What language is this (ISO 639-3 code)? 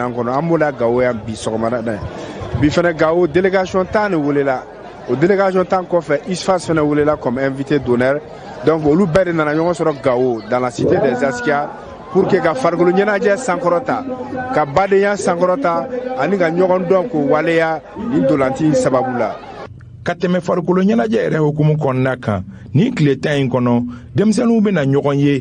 bam